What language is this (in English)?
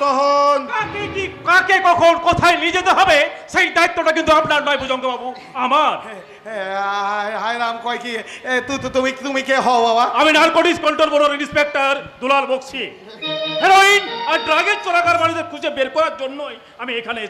Bangla